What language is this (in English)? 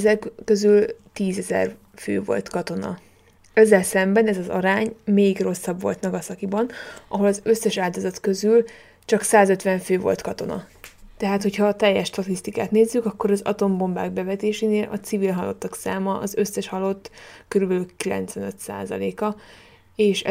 Hungarian